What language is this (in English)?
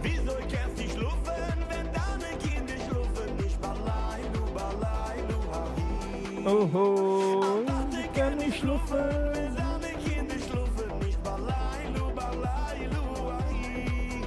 Yiddish